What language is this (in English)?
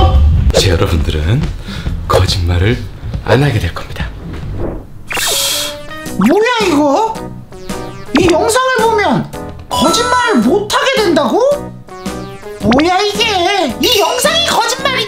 Korean